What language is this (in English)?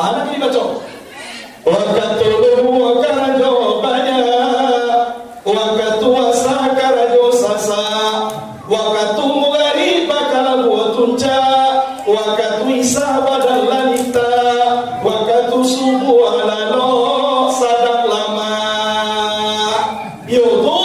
Minangkabau